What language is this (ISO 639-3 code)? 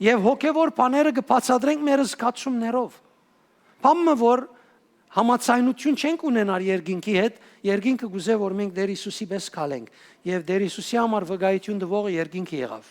hyw